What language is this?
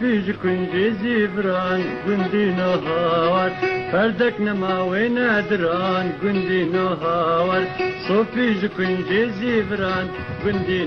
Kurdish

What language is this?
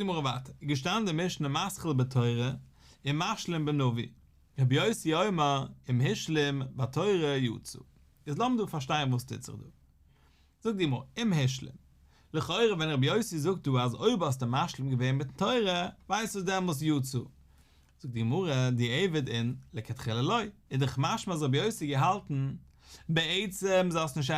Yiddish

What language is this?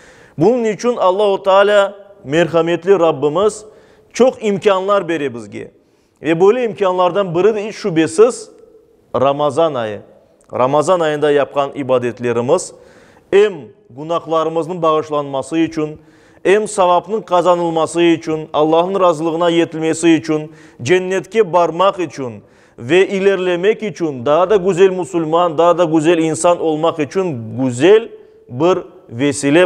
Crimean Tatar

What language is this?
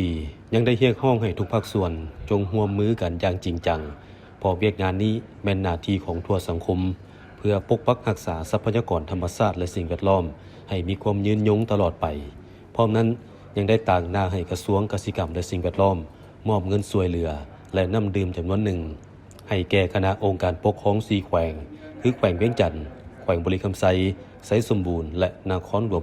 Lao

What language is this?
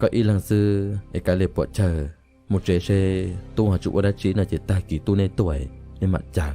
Hmong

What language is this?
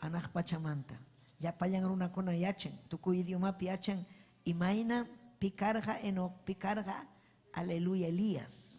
Ayacucho Quechua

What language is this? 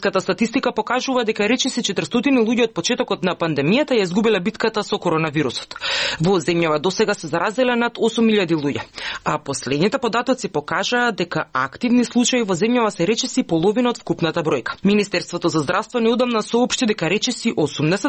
Macedonian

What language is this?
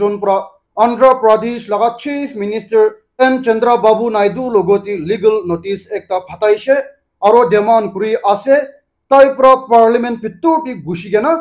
Naga Pidgin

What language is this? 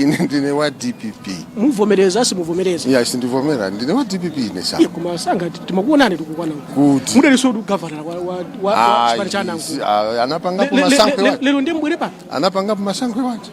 Nyanja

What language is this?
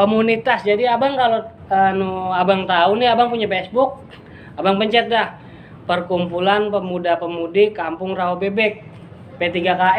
Betawi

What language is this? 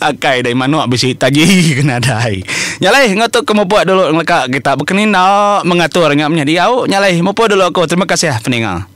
Iban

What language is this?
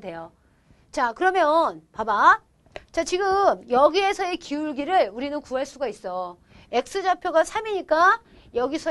Korean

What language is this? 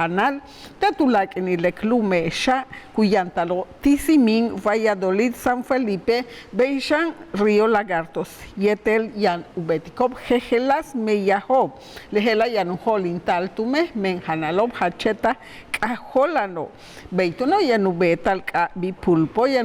Yucateco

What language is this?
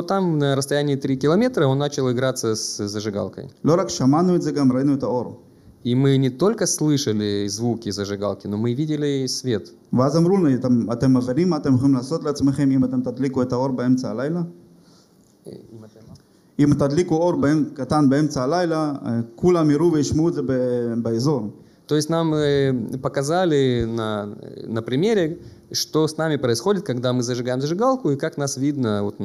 Russian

